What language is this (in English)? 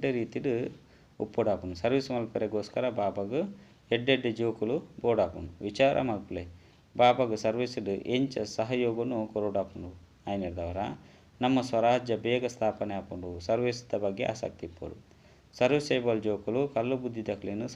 Tulu